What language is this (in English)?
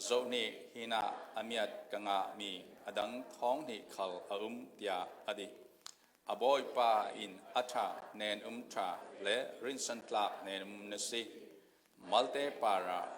Falam Chin